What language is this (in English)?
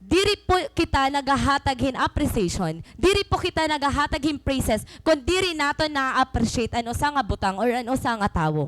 Waray